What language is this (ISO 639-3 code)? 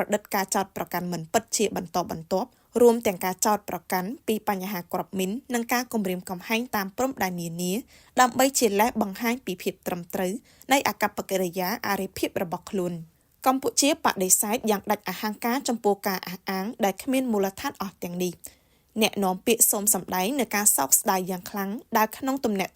khm